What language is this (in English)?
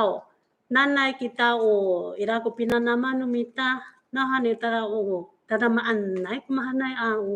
Amis